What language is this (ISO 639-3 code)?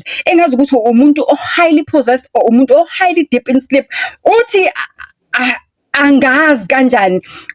zul